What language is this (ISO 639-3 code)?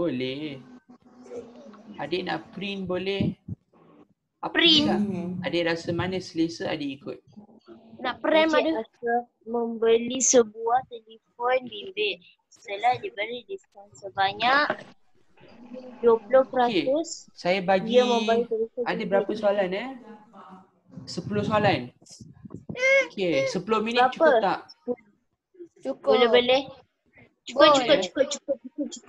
msa